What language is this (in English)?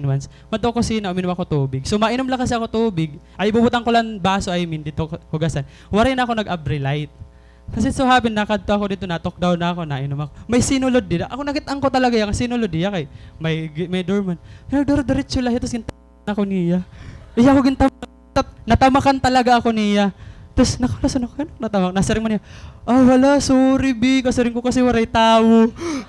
Waray